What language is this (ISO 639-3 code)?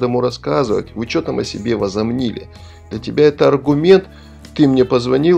rus